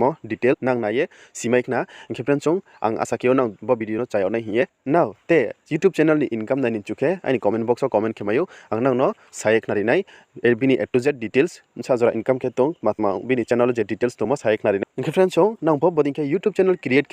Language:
Riang (India)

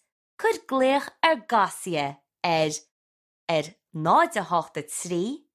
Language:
Irish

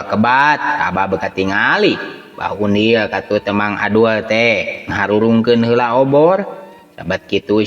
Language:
Sundanese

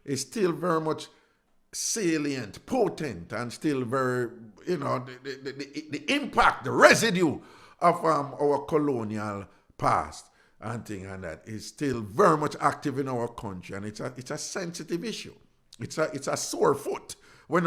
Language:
Jamaican Creole English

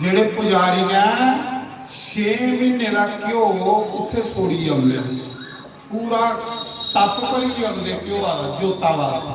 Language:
Dogri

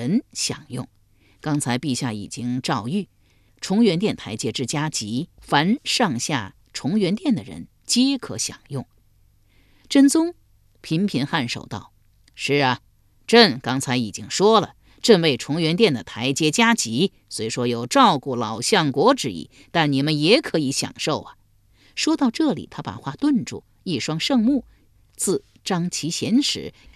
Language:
Chinese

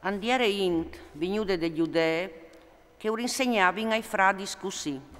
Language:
Friulian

